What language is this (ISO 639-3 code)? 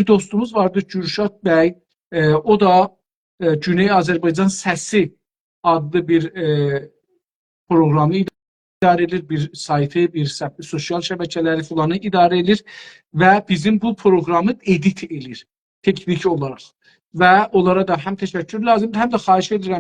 azb